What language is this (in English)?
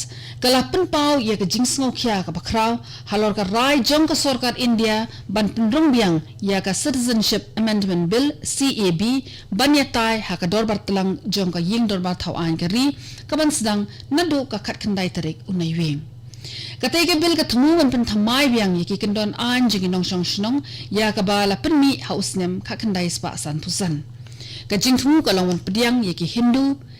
Khasi